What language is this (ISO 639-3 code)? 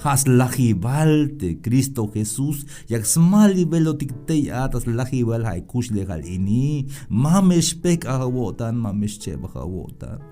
tzh